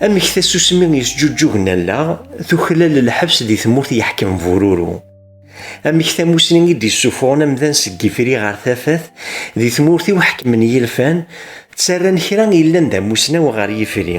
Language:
Kabyle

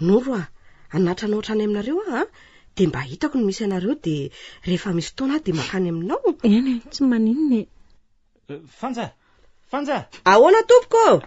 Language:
Malagasy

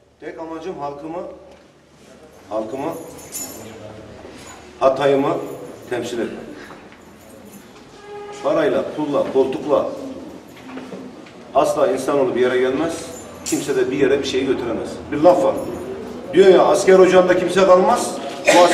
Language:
Turkish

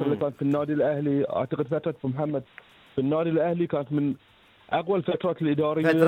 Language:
Gulf Arabic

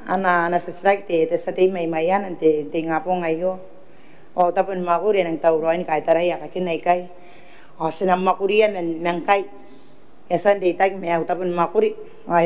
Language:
Gilbertese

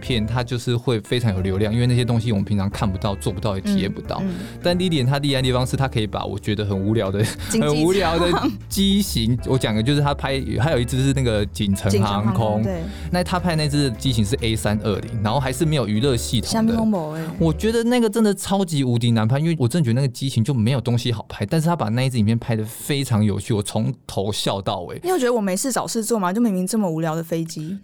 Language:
Chinese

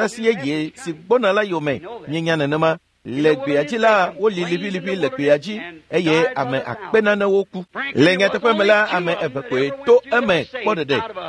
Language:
Ewe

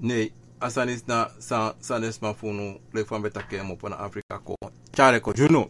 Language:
Sranan Tongo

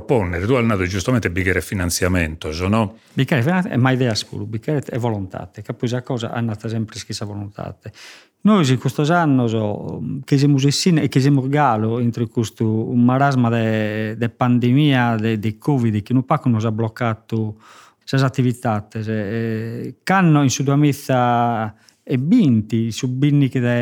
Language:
Sardinian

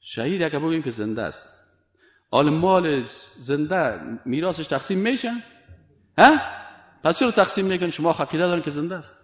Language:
Persian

